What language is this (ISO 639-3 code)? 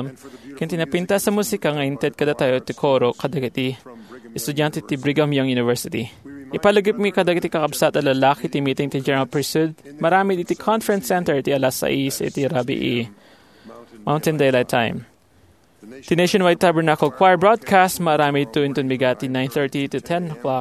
ilo